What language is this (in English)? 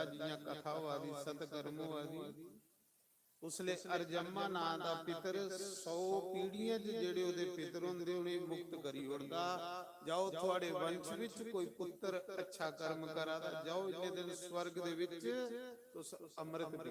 Dogri